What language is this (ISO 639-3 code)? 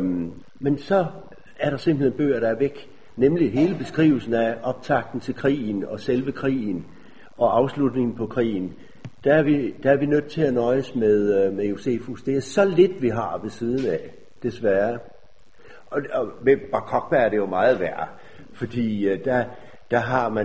dan